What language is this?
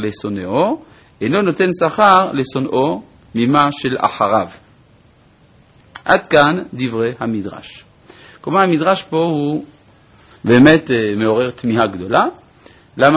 Hebrew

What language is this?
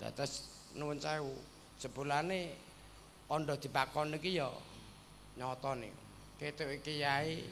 Javanese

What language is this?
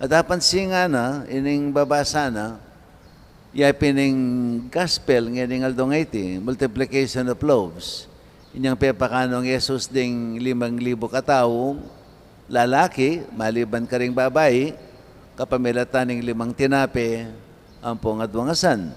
Pampanga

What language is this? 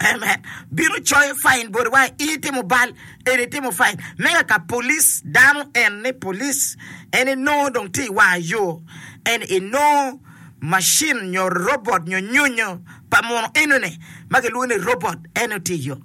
Acoli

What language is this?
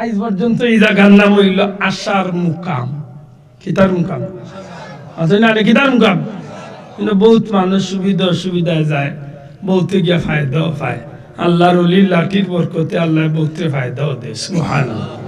Sylheti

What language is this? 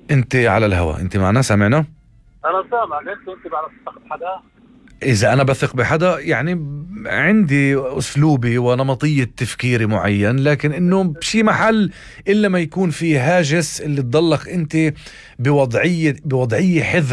North Levantine Arabic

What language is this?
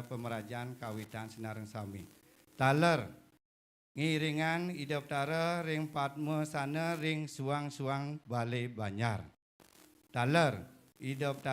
Balinese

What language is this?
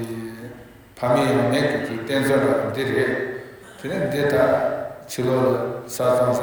Tibetan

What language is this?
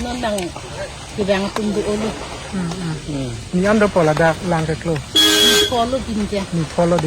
Karbi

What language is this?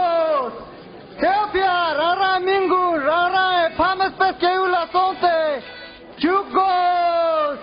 Ladakhi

